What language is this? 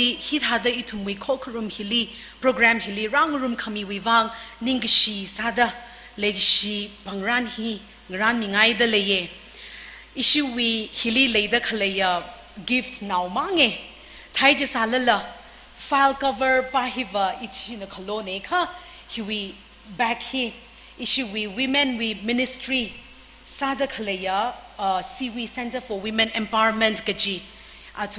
Tangkhul Naga (India)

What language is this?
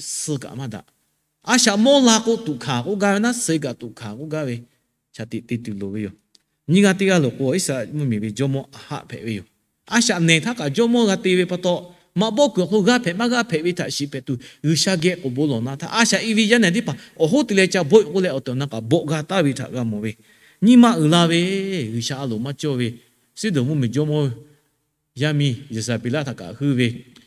Lahu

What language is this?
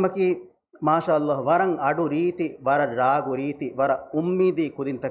Divehi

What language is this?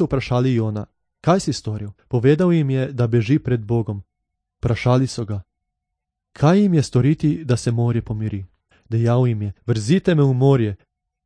Slovenian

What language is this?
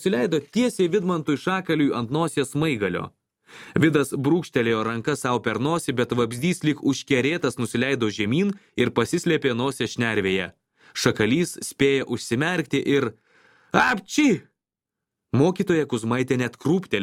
Lithuanian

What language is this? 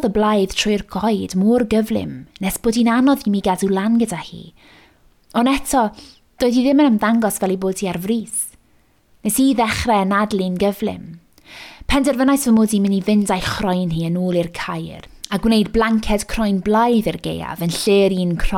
Welsh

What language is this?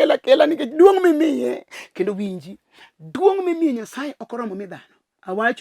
Luo (Kenya and Tanzania)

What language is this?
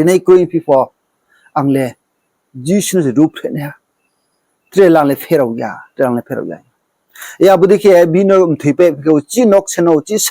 Riang (India)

